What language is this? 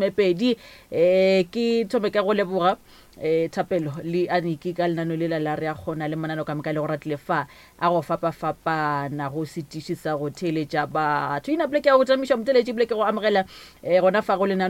Northern Sotho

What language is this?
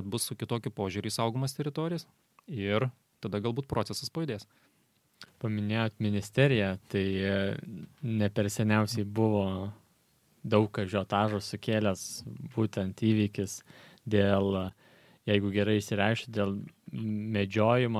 Lithuanian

